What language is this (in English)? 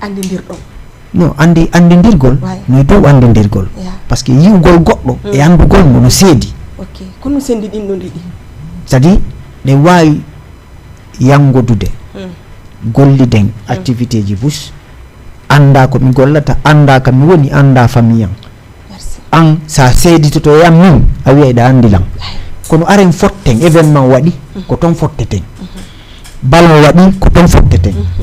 Fula